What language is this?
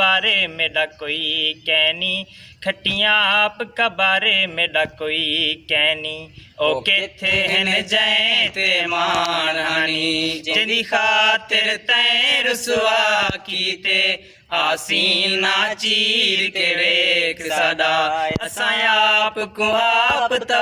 Saraiki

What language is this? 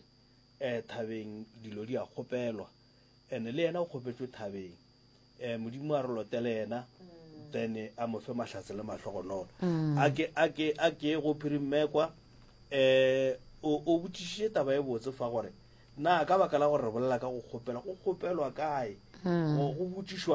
Northern Sotho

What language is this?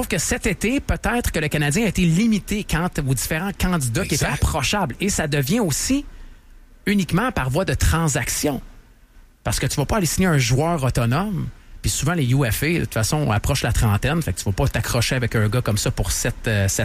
French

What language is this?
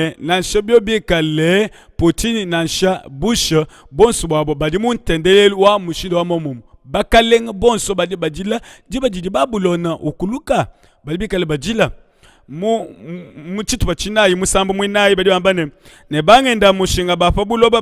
Luba-Lulua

